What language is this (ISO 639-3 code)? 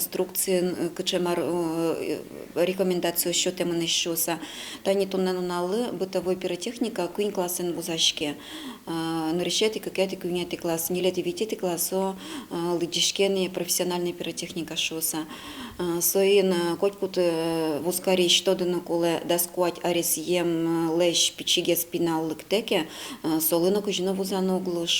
udm